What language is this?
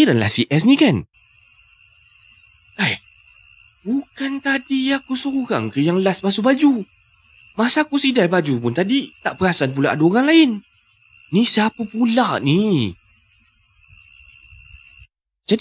Malay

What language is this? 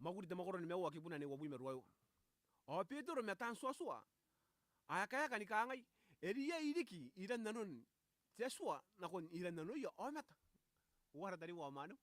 Gilbertese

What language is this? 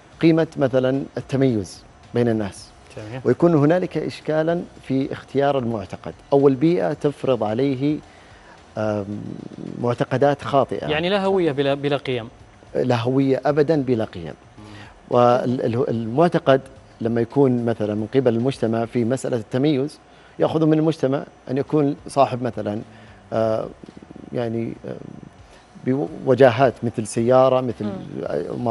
Arabic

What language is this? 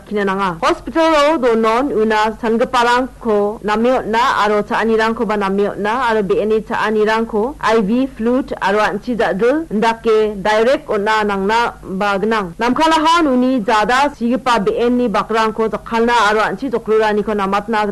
Garo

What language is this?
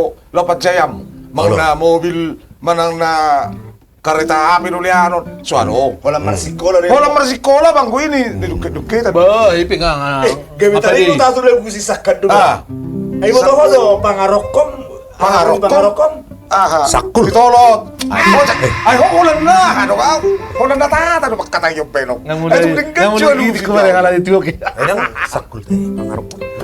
Batak Toba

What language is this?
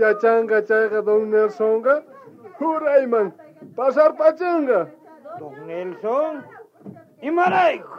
South Bolivian Quechua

